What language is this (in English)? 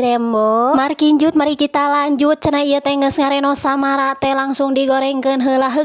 Sundanese